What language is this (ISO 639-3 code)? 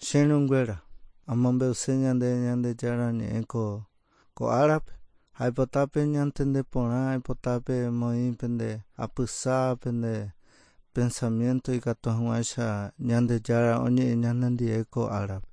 grn